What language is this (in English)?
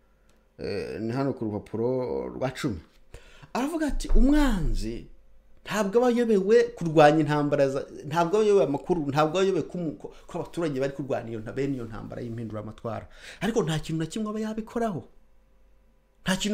Kinyarwanda